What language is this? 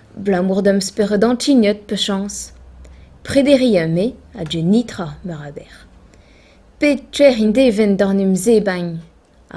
Breton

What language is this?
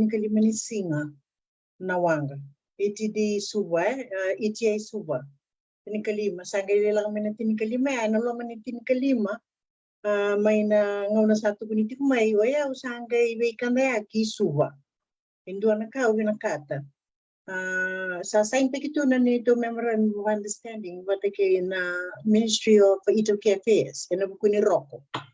Fijian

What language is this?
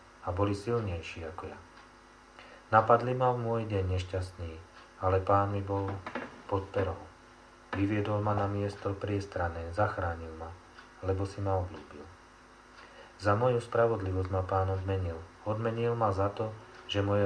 Slovak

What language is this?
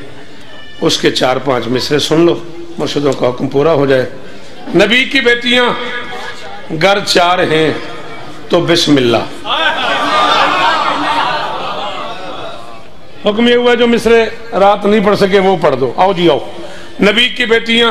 Urdu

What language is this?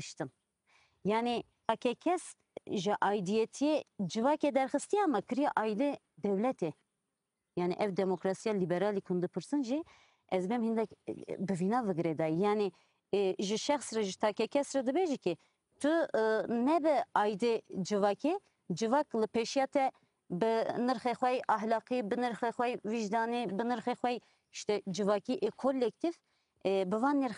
Kurdish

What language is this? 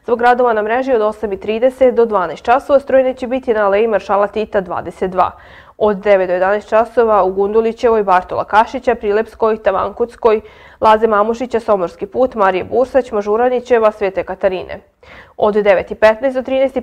Serbian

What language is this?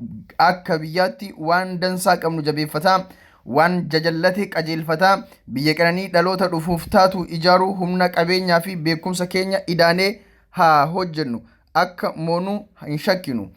Oromo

